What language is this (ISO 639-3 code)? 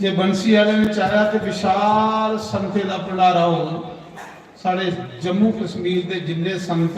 doi